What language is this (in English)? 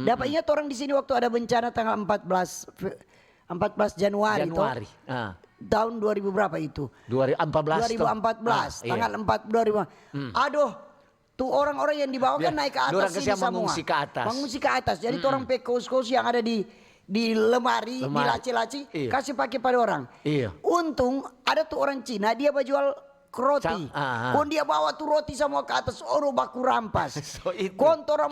Manado Malay